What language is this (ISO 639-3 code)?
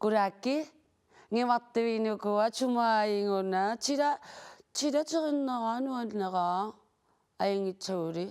kal